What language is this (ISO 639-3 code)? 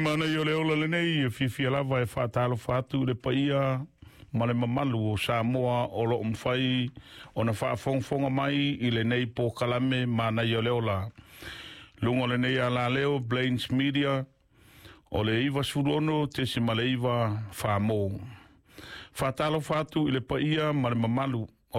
smo